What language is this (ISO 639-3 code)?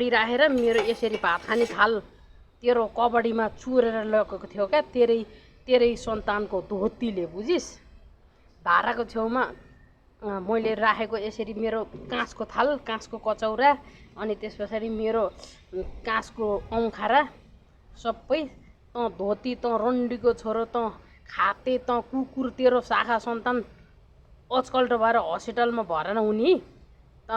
nep